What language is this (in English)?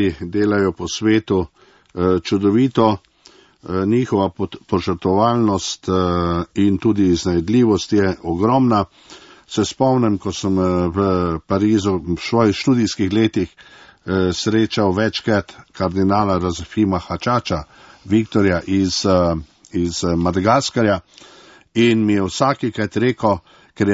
Slovenian